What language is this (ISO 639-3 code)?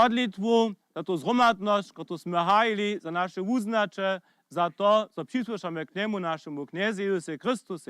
hsb